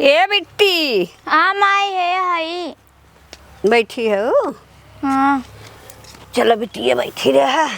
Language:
Awadhi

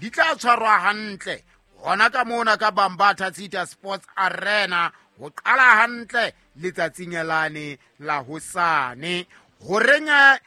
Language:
Southern Sotho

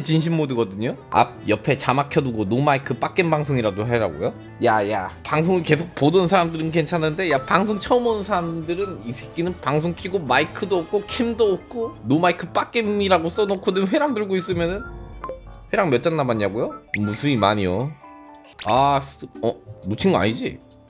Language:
Korean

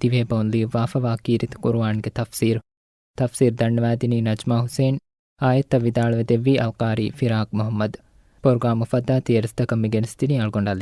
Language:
Divehi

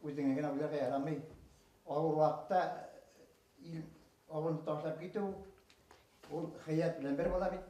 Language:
Bashkir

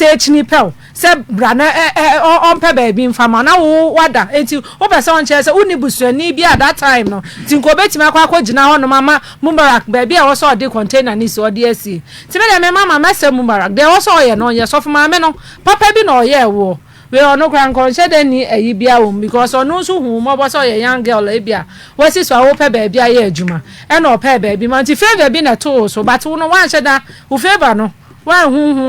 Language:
Akan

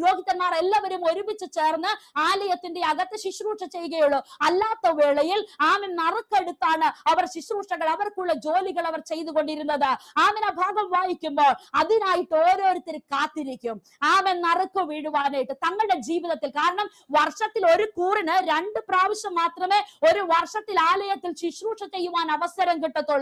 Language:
Malayalam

